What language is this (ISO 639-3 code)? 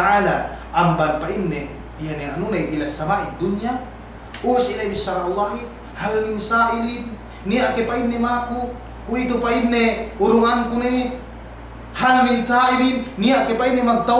yka